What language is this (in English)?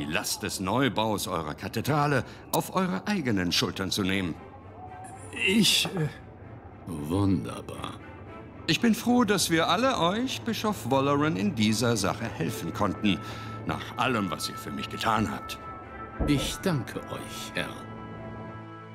German